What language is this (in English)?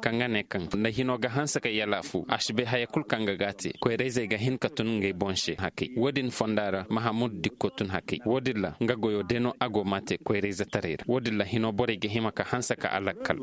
Koyraboro Senni